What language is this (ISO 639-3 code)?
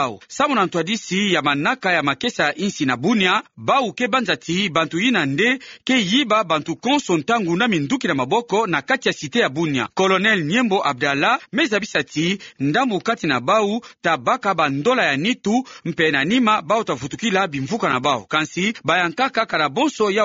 ktu